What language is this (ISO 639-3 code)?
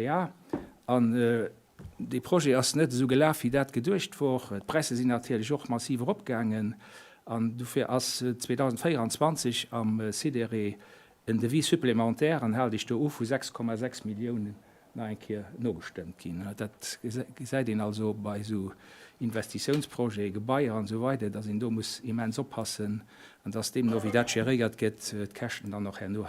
ltz